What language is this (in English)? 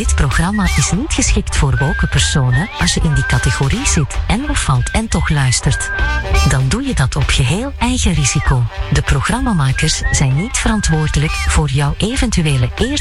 Dutch